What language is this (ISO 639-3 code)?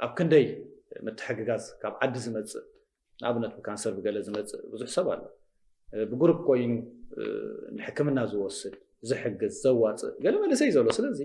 tir